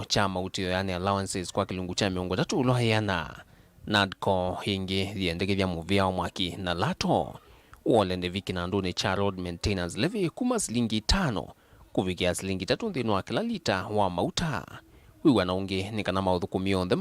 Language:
Kamba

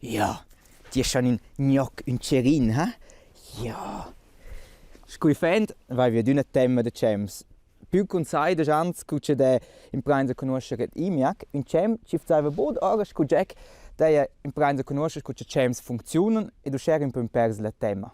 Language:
Romansh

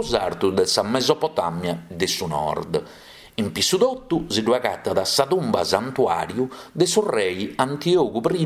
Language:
Sardinian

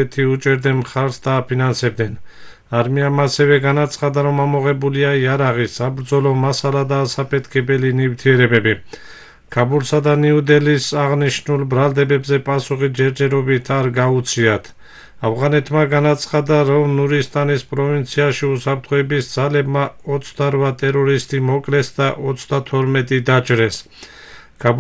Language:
Georgian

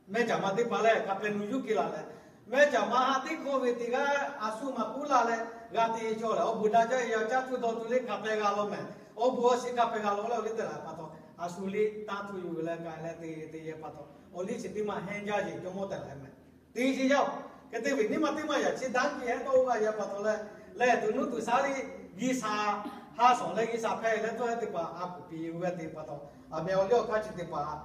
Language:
Lahu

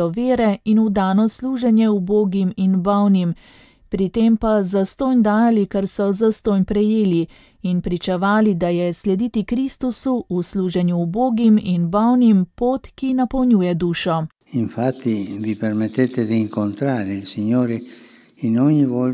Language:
Slovenian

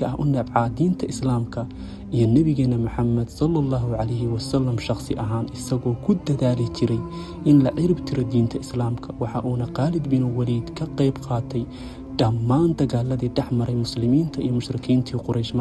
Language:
Somali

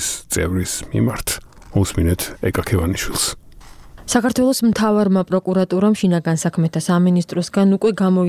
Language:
Georgian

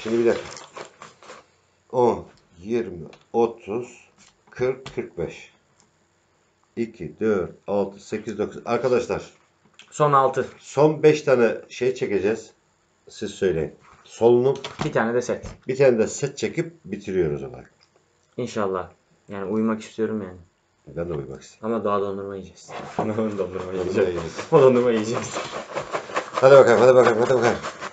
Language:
Turkish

